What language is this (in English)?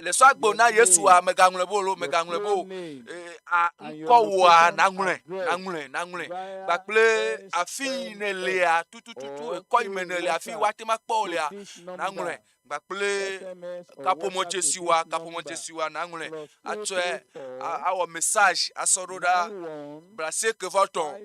Ewe